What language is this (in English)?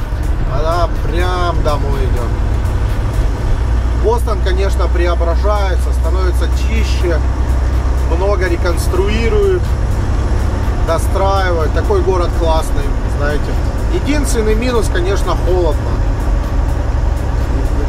Russian